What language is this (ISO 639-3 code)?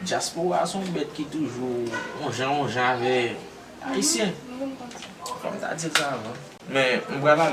hat